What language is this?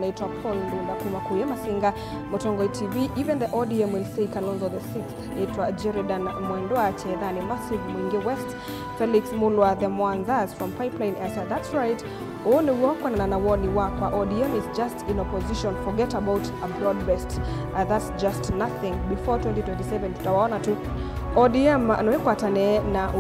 Kamba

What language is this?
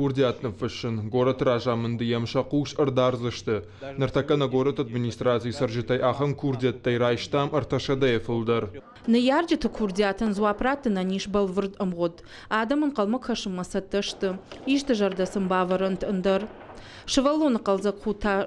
Ossetic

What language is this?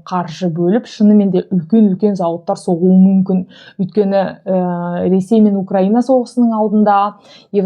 Kazakh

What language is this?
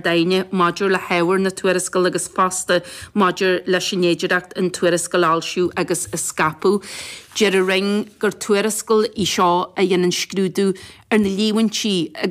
Irish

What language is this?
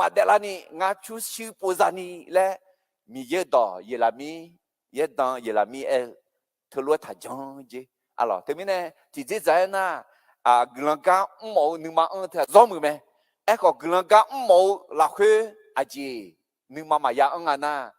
Akha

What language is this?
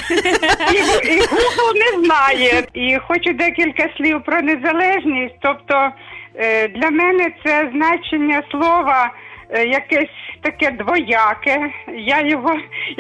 Ukrainian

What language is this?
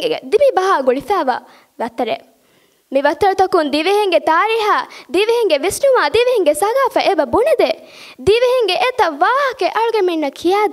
Divehi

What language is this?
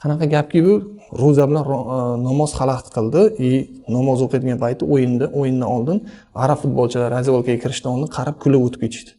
Uzbek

